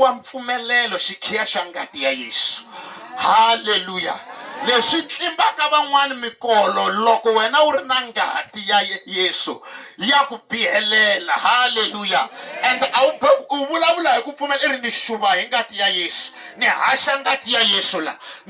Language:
Tsonga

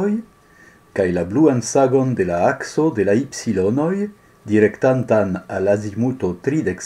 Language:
Esperanto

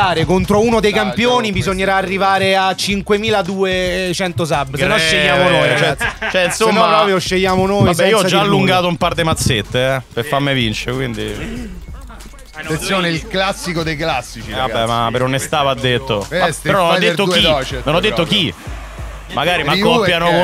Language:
Italian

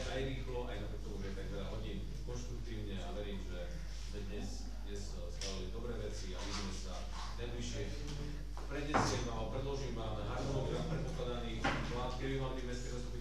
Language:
Slovak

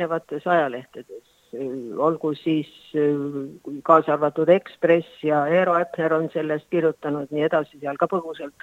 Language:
Estonian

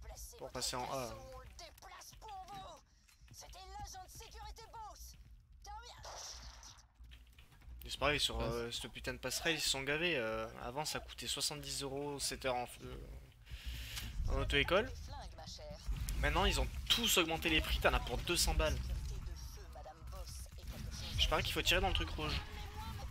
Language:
French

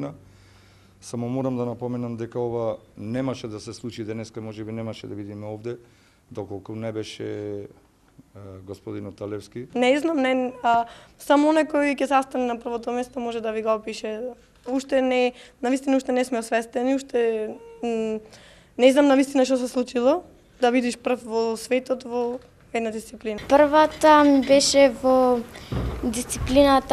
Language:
Macedonian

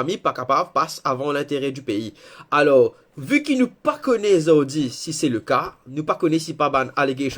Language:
Morisyen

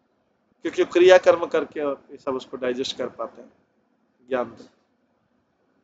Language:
Hindi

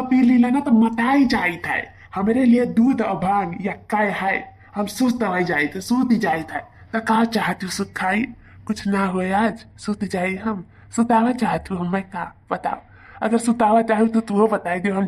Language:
Awadhi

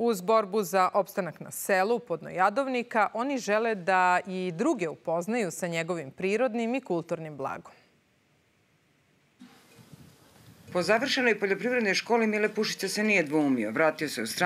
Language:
Serbian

